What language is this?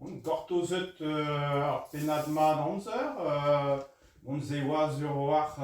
Breton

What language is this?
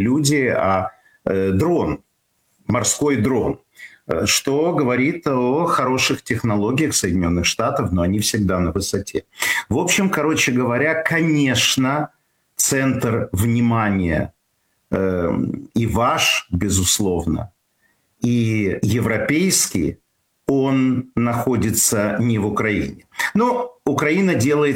Russian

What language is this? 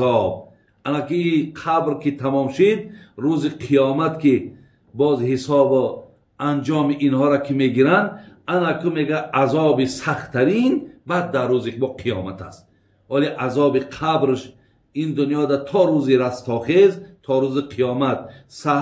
Tajik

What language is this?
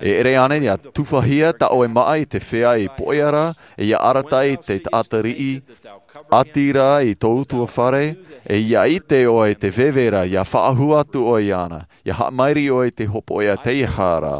Tahitian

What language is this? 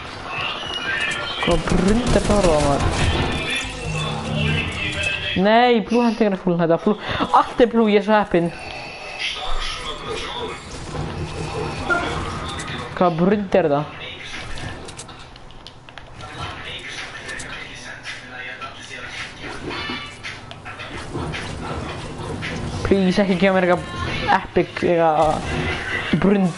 Icelandic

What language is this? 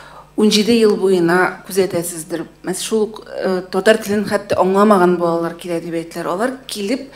Tatar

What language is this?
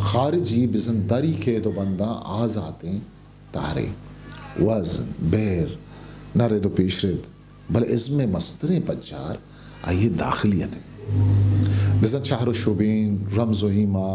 Eastern Balochi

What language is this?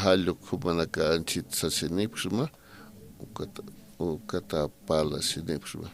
Aymara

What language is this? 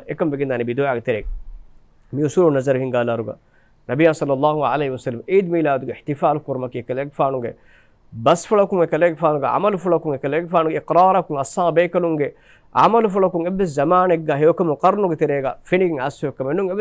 Divehi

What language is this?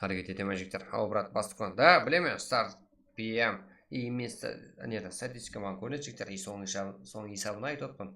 Kara-Kalpak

